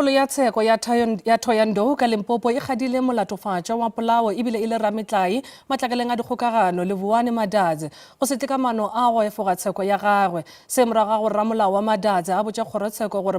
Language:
Northern Sotho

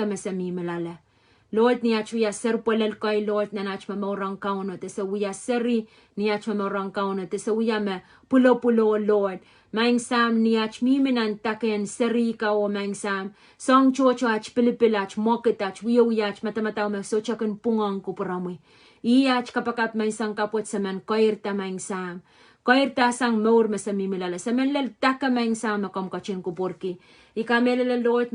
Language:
Pohnpeian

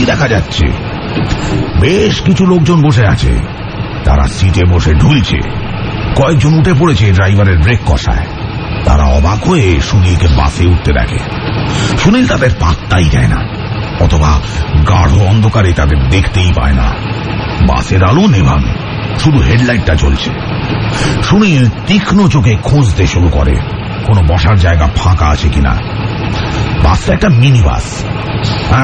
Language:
Bangla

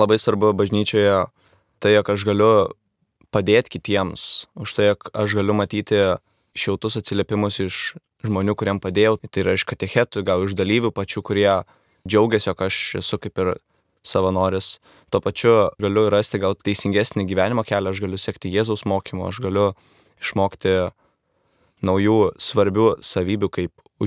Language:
Lithuanian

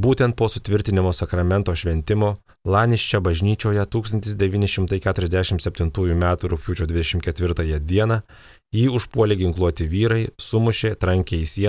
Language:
Lithuanian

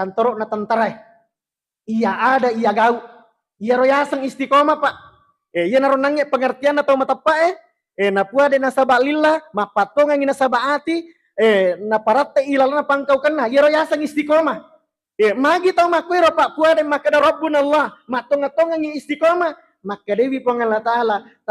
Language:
Buginese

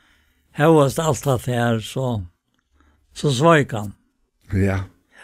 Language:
Faroese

